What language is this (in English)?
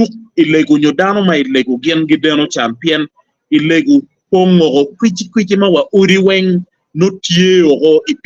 Acoli